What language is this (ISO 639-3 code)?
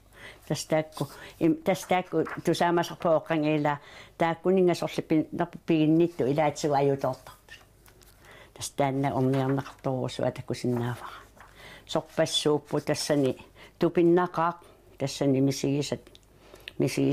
kal